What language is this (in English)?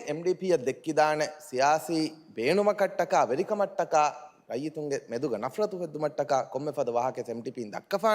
Divehi